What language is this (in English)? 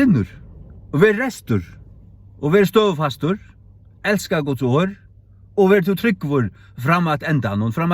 Faroese